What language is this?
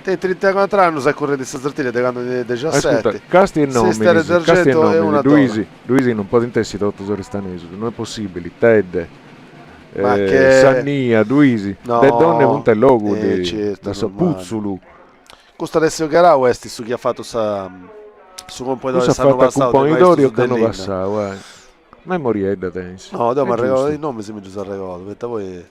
Sardinian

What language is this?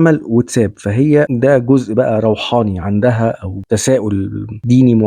Egyptian Arabic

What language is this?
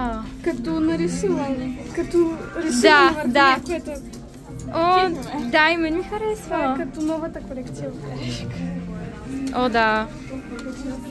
Bulgarian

